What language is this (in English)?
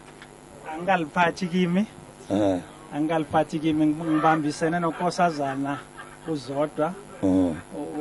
South Ndebele